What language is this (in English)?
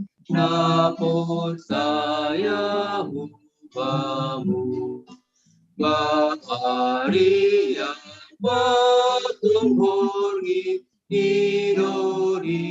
Batak Simalungun